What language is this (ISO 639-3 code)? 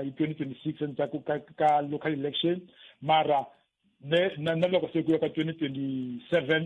tso